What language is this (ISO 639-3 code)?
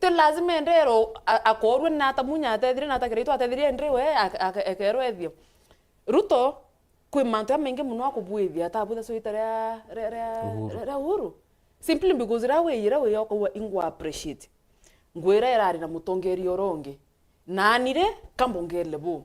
mer